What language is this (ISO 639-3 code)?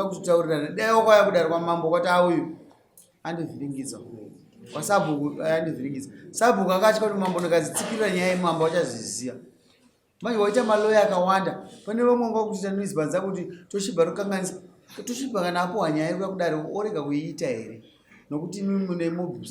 sna